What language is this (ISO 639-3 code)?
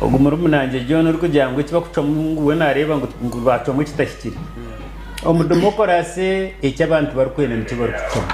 nyn